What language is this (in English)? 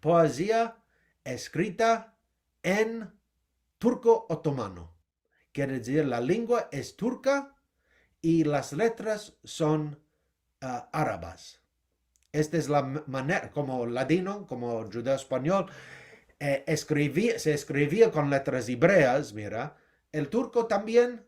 Ladino